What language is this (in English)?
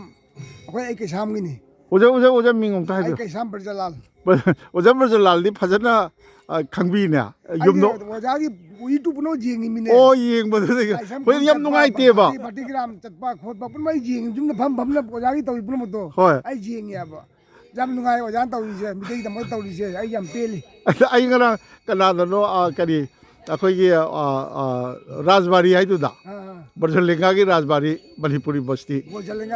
Manipuri